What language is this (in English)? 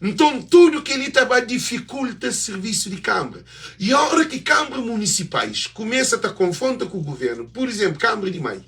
Kabuverdianu